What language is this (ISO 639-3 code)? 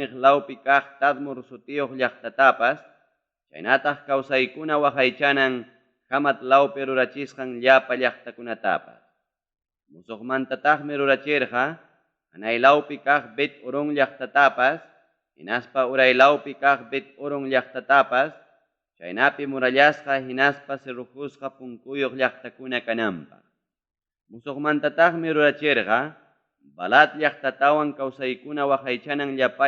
quy